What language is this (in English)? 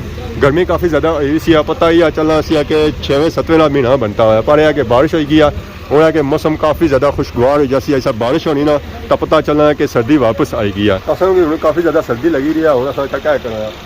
Pahari-Potwari